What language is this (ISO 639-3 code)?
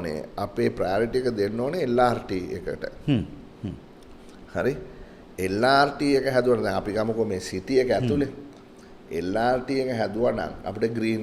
sin